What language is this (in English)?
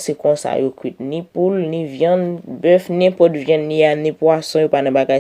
Haitian Creole